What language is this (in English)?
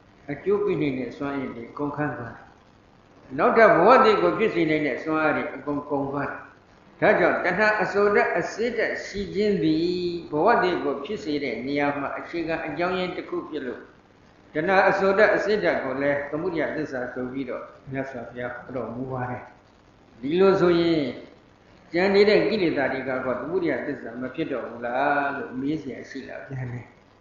Burmese